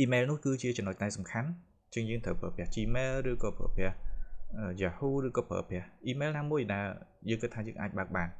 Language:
Khmer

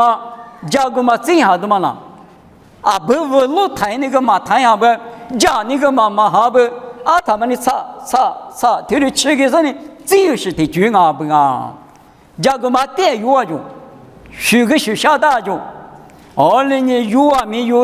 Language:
Lisu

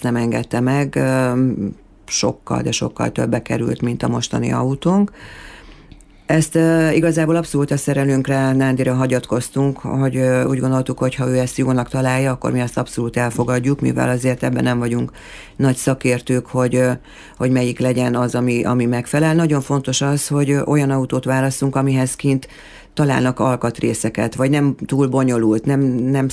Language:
Hungarian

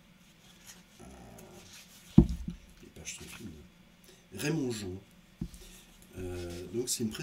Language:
French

